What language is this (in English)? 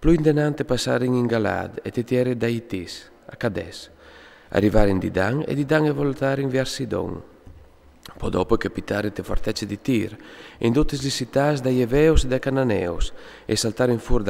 Friulian